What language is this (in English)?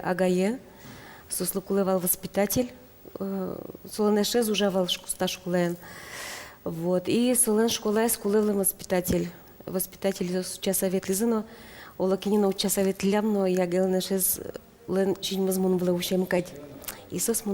Udmurt